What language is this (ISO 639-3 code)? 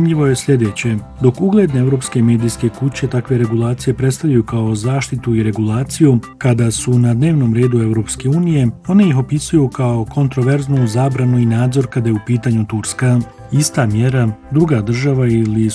bos